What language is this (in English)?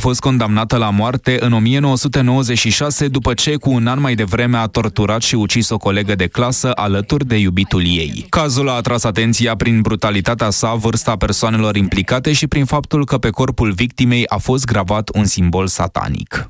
Romanian